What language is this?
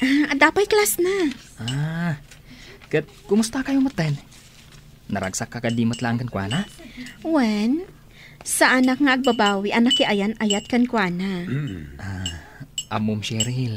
Iloko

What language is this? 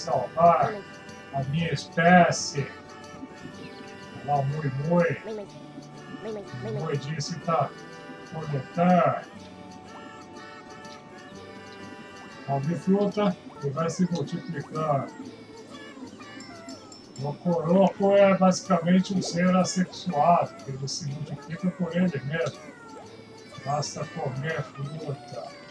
Portuguese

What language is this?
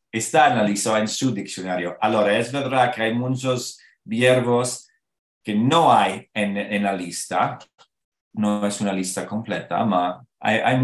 Ladino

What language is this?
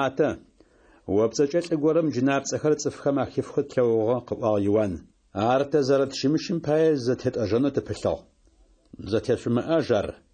Adyghe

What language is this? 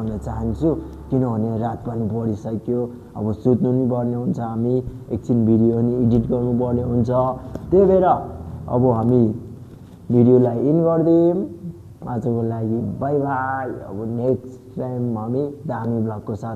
Nepali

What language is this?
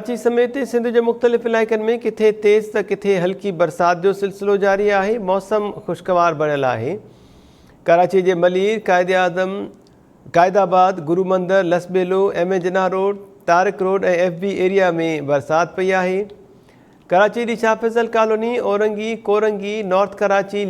Sindhi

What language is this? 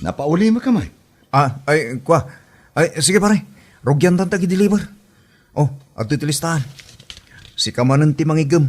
Iloko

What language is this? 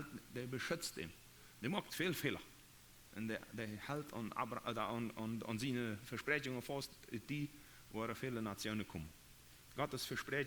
Plautdietsch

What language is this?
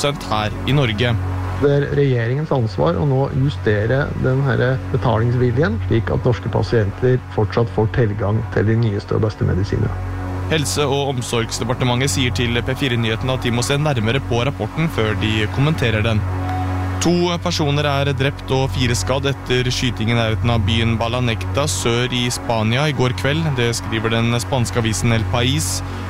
Norwegian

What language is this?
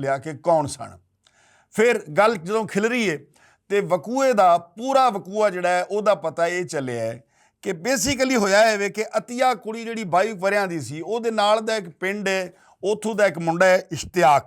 Western Panjabi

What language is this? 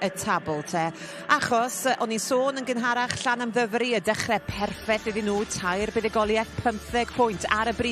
Welsh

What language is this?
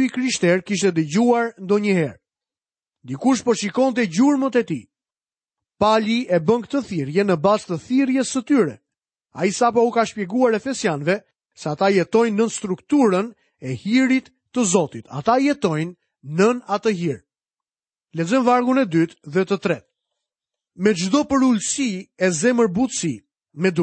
Albanian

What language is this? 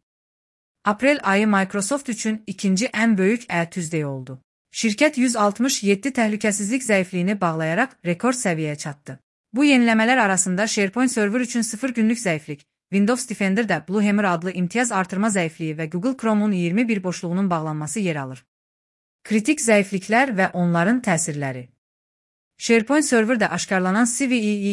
Azerbaijani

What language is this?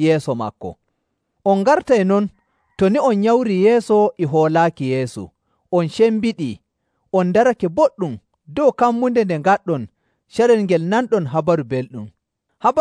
Nigerian Fulfulde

